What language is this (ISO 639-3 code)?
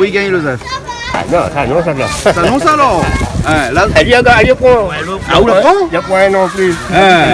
rcf